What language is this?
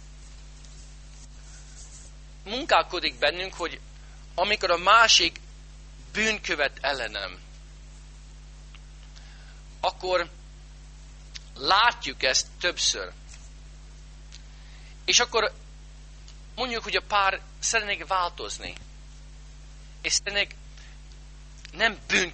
Hungarian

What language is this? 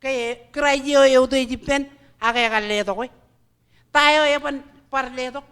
Marshallese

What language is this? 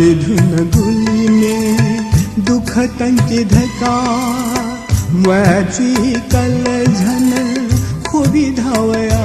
Newari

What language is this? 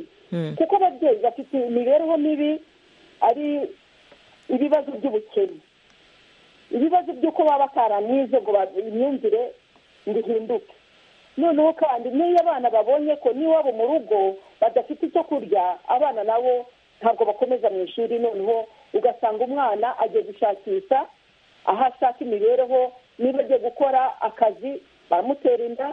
Kinyarwanda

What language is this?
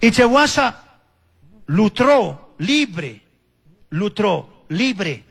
Chimborazo Highland Quichua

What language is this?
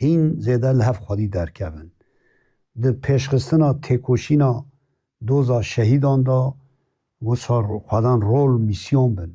Kurdish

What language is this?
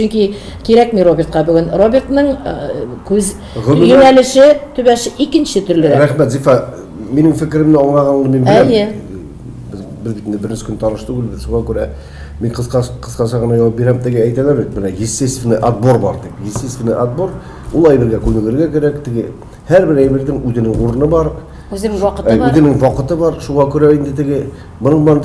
Tatar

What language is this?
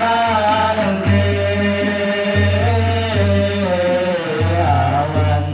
Banjar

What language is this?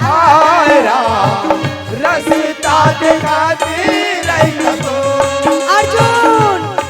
Chhattisgarhi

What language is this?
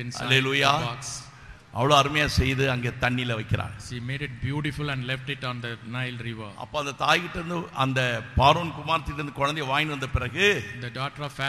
Tamil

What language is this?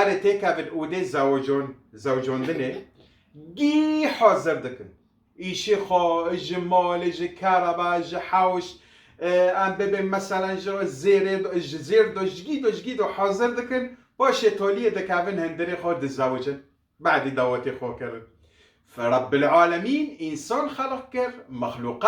Kurdish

